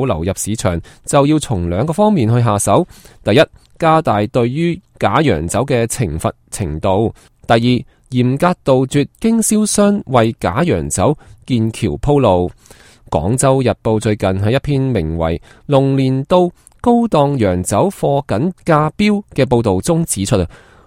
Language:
Cantonese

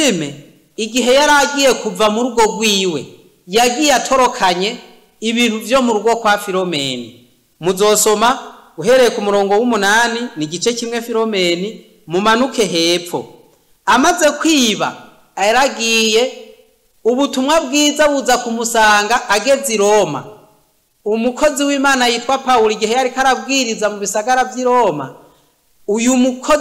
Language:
Rundi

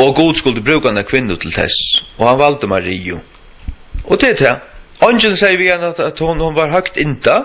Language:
Faroese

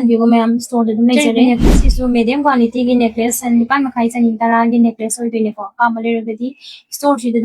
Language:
Manipuri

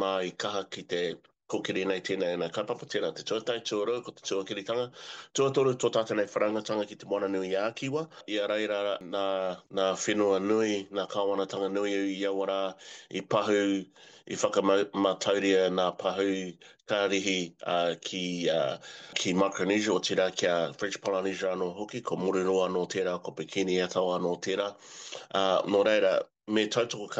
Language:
Māori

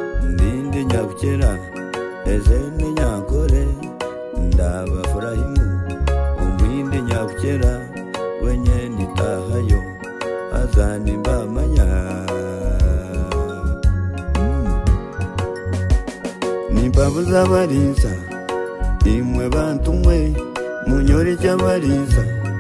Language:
Kinyarwanda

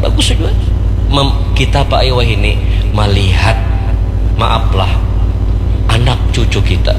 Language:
Banjar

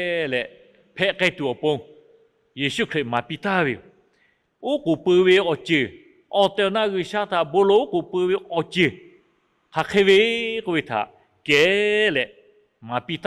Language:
Lahu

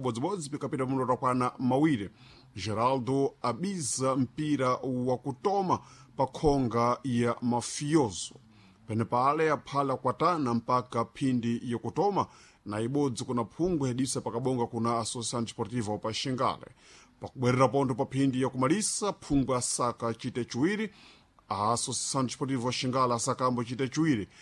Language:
Sena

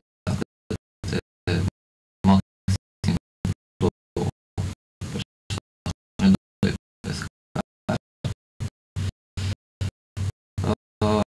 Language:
Romanian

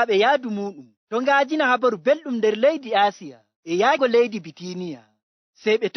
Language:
Nigerian Fulfulde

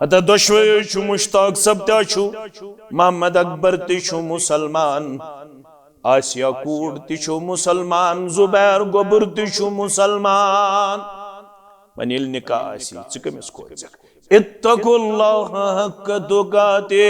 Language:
Kashmiri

